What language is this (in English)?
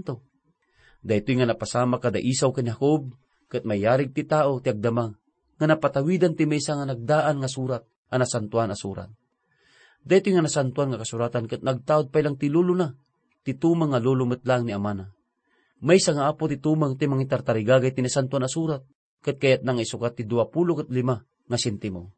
Iloko